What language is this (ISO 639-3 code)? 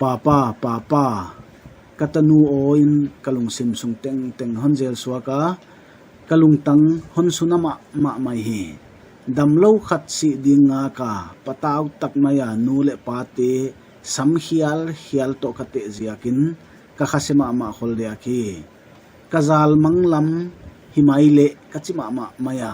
pck